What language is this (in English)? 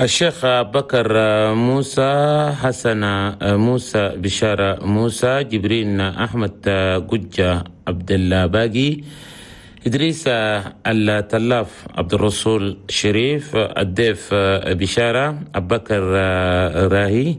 Chadian Arabic